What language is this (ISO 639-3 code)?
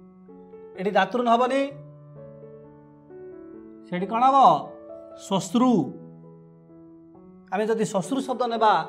ori